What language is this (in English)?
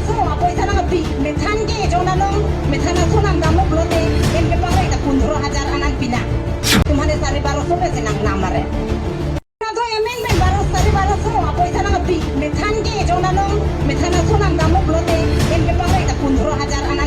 Karbi